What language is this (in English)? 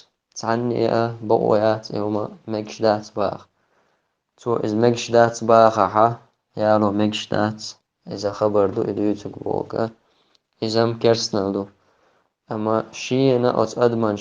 Chechen